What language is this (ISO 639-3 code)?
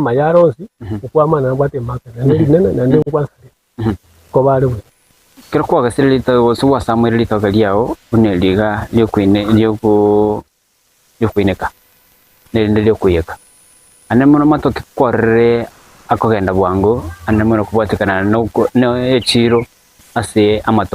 guz